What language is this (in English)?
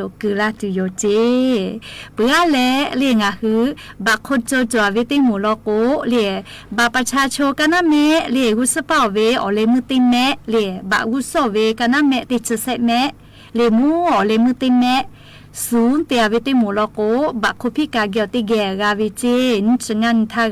Lahu